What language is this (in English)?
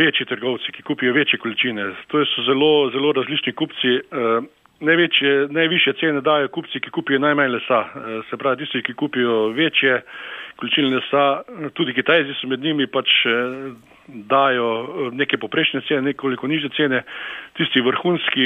Slovenian